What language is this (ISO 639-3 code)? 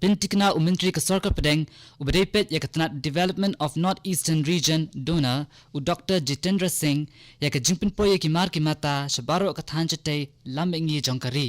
kha